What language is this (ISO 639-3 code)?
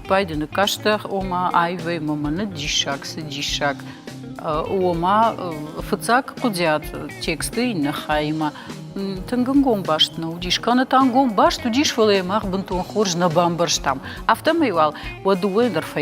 oss